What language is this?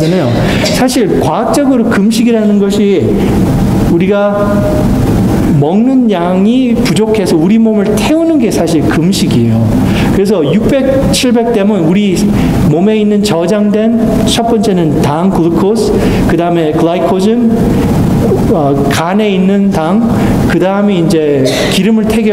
Korean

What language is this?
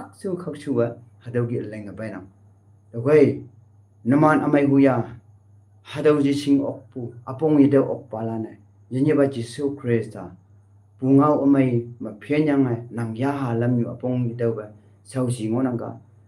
Konyak Naga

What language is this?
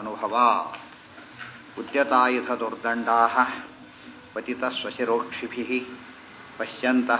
Kannada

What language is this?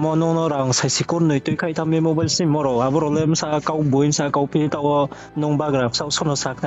Riang (India)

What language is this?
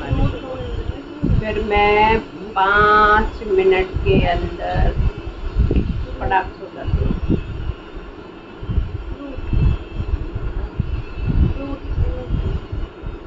Hindi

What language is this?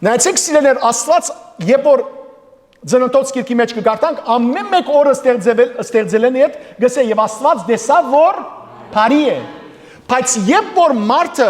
Western Armenian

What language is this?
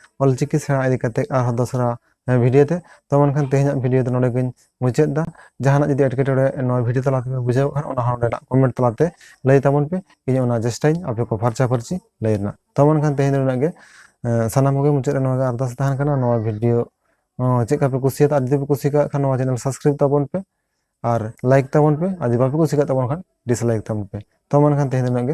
Santali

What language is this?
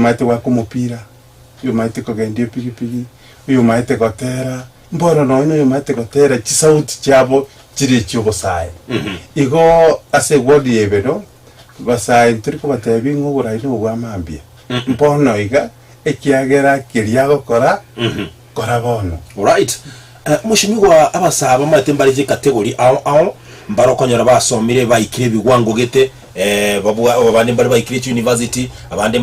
Gusii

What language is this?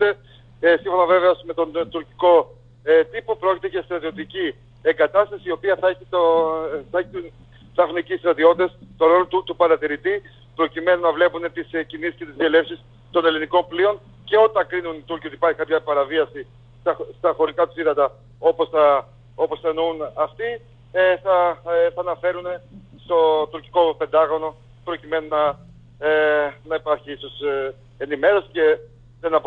Greek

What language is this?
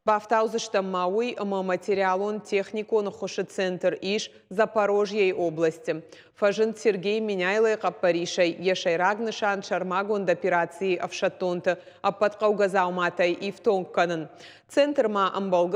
Ossetic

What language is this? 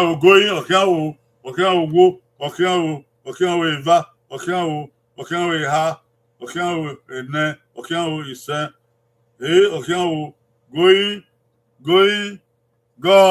Bini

